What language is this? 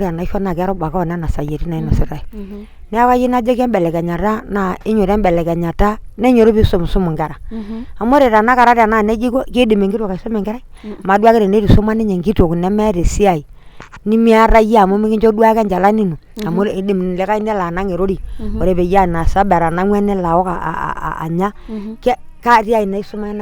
Masai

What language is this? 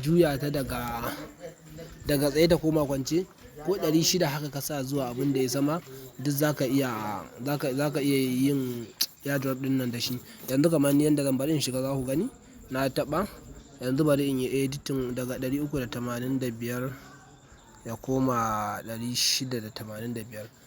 Hausa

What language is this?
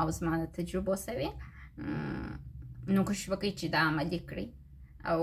Pashto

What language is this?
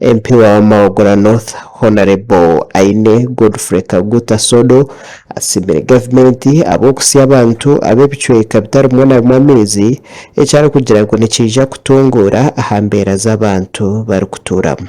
Nyankole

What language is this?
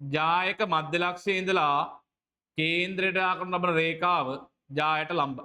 Sinhala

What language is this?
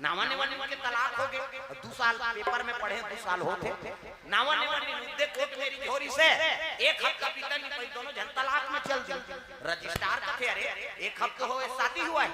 Chhattisgarhi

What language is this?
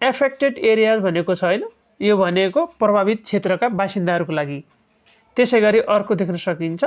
Nepali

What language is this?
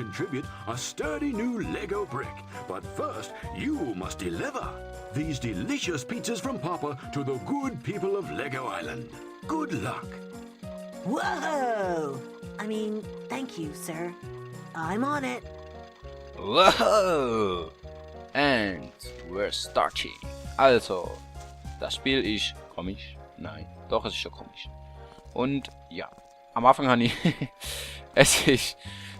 Swiss German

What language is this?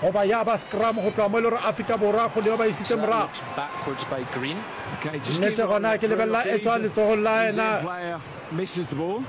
Northern Sotho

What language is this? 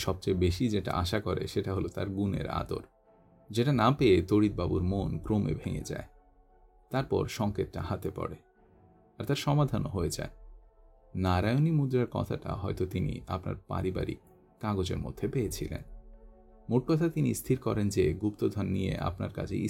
Bangla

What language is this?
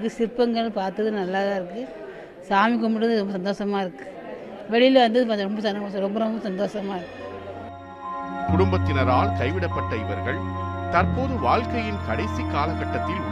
Tamil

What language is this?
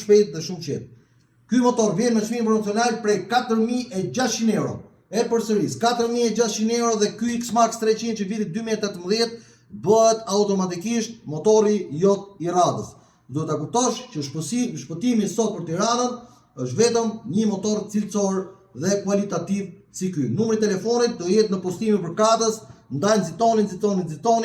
Albanian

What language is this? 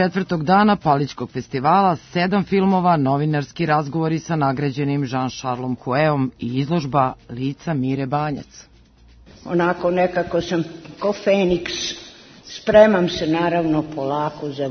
Serbian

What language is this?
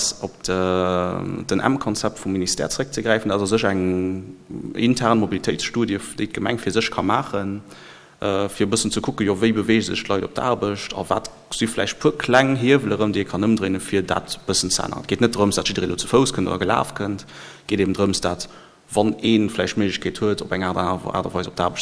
Luxembourgish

